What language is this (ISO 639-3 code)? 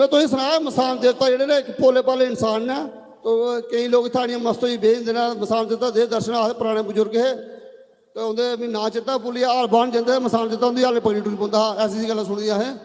doi